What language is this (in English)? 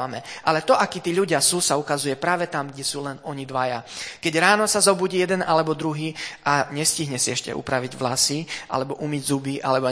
Slovak